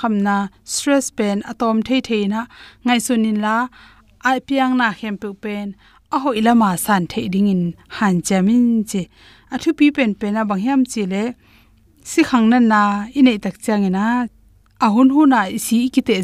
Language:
Tedim Chin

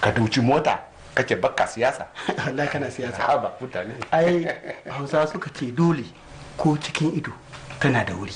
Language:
Hausa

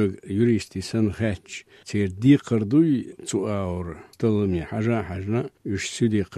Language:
Chechen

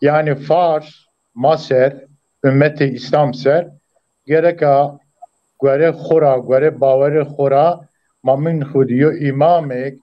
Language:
Zaza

